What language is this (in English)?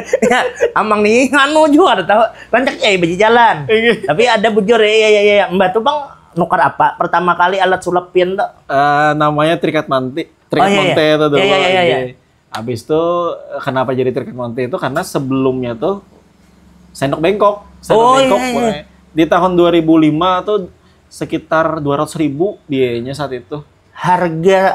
Banjar